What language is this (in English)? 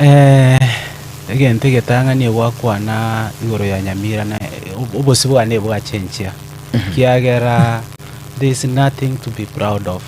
Gusii